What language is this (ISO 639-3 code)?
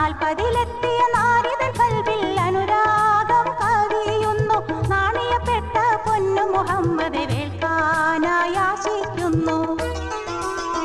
mal